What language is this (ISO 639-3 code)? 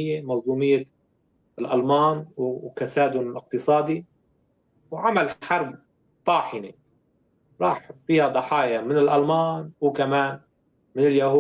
apc